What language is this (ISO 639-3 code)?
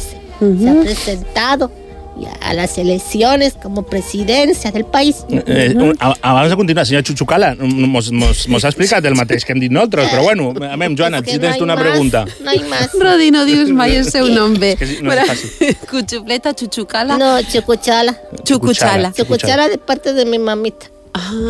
cat